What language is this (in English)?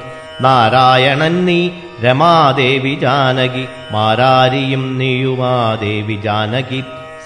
Malayalam